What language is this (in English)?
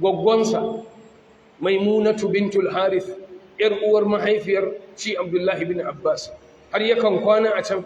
Hausa